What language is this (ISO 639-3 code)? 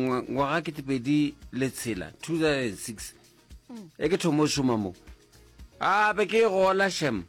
nso